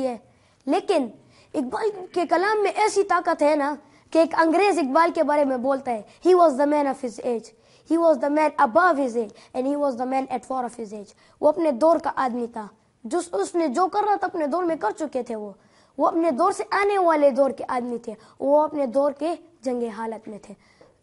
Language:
Urdu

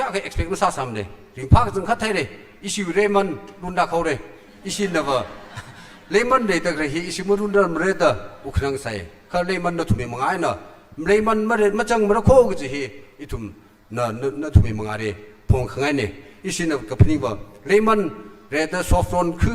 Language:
Tangkhul Naga (India)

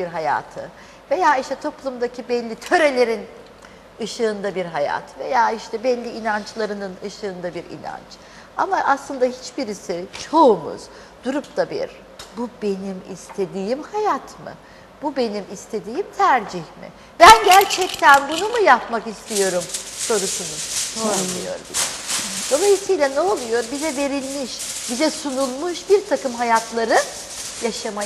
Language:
Turkish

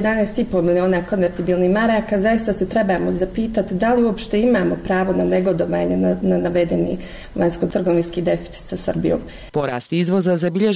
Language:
Bosnian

